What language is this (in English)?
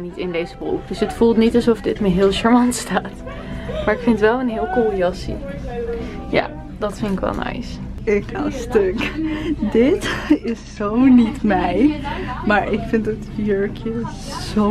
Dutch